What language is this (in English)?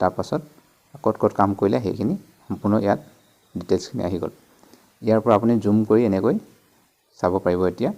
Assamese